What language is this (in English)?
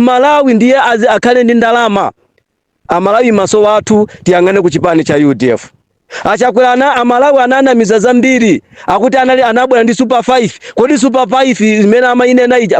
Nyanja